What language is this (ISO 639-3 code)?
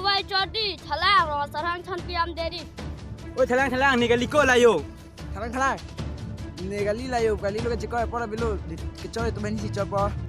mjw